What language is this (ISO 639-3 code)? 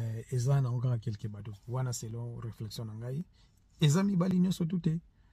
lin